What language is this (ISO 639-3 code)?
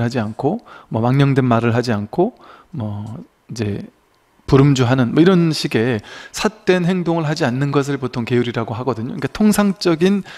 kor